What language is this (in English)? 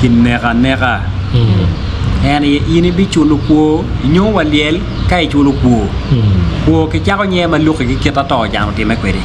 Acoli